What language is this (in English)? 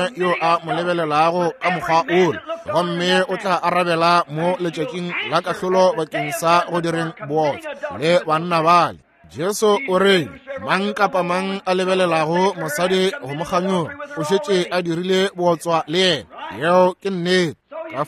Northern Sotho